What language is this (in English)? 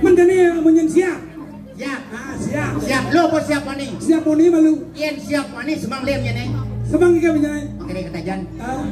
Balinese